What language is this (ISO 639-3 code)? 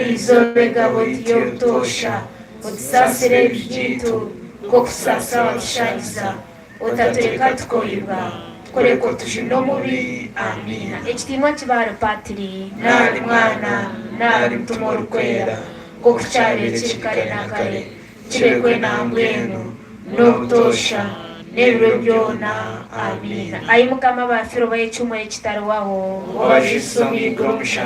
nyn